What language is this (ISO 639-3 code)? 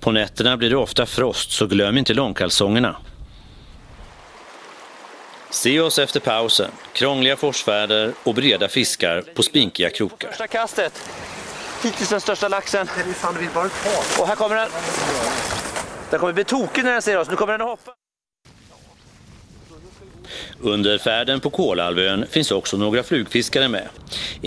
swe